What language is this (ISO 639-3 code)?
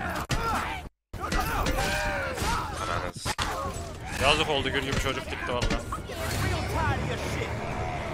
tur